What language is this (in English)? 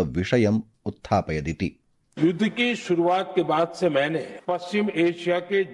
Sanskrit